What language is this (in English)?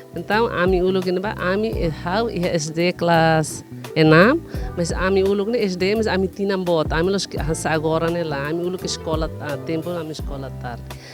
Tetum